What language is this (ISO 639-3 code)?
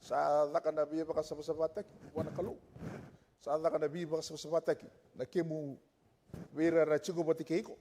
fij